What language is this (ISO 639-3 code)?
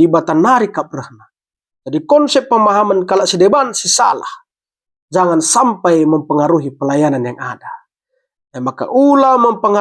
btx